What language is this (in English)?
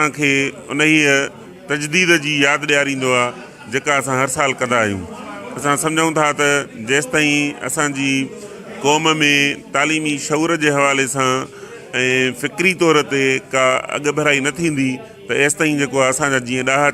Sindhi